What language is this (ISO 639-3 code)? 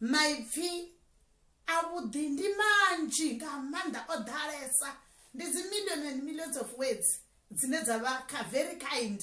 ven